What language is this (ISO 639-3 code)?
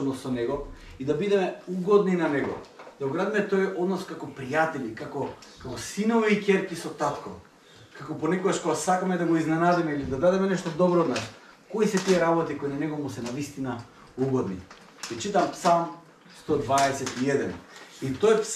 mkd